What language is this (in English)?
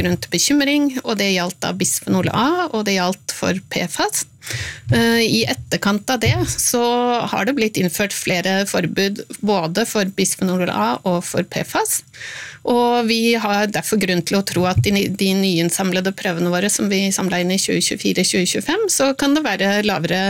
Norwegian